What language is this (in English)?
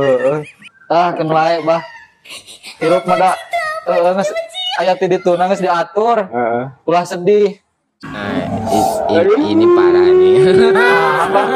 Sundanese